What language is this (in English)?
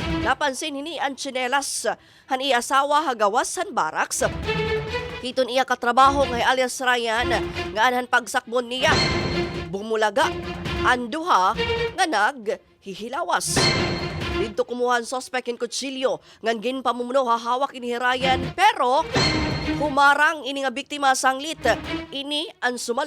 Waray